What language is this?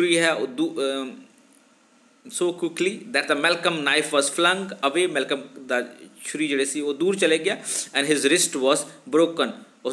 Punjabi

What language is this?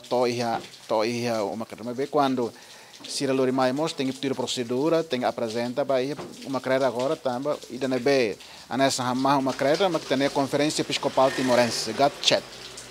Tetum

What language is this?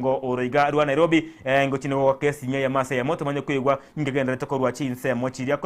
Gusii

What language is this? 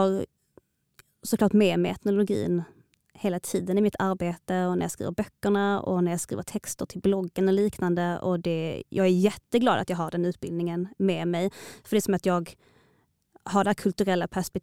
Swedish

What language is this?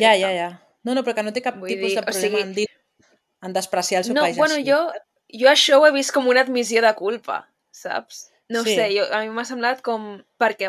Catalan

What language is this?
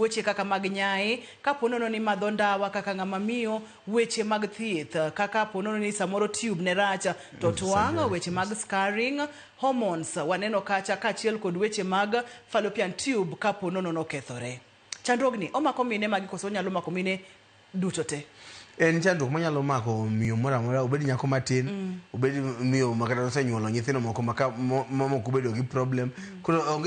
Luo (Kenya and Tanzania)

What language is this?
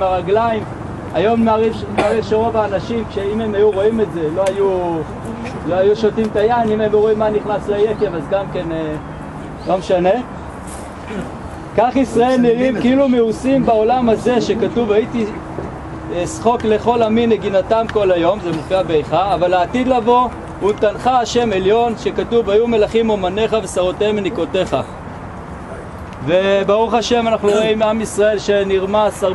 Hebrew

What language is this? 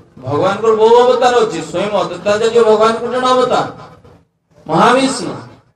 Odia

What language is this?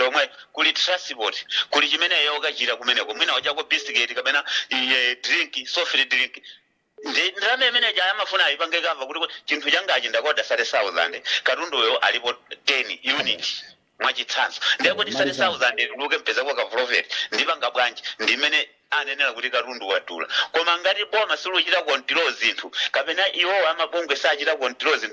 Nyanja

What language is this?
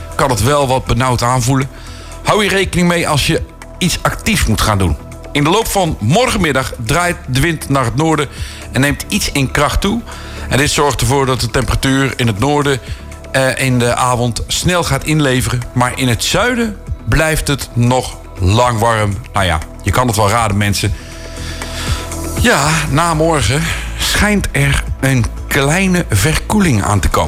Dutch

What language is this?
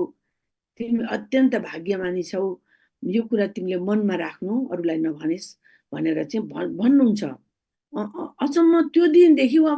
Nepali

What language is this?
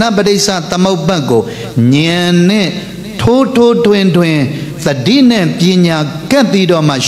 Burmese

